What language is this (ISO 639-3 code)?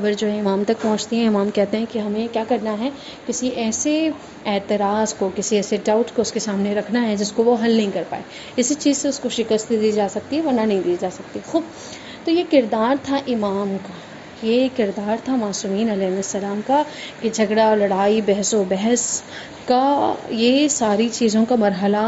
urd